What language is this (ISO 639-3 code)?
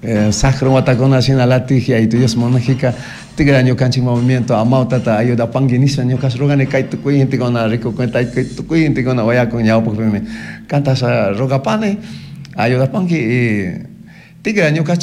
qug